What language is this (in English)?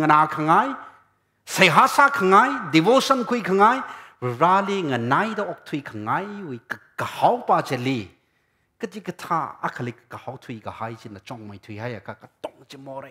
Tangkhul Naga (India)